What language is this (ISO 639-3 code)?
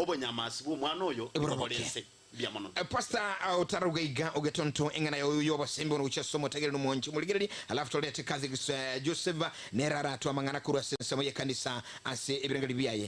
guz